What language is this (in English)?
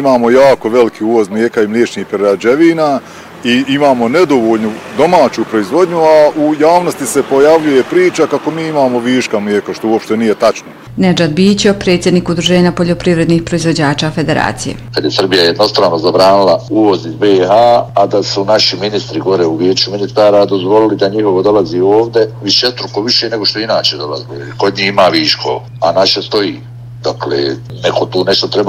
Bosnian